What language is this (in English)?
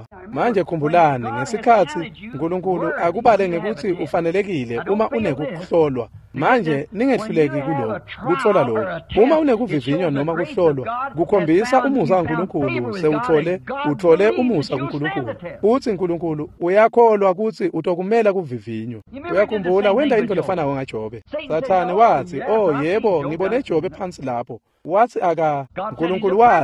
Swati